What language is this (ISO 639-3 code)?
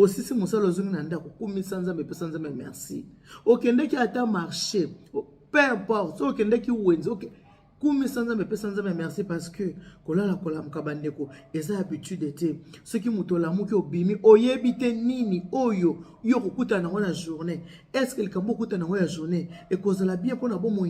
lin